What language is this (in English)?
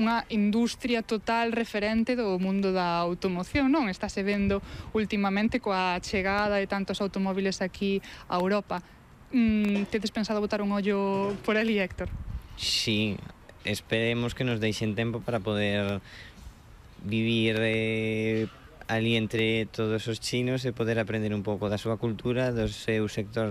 Galician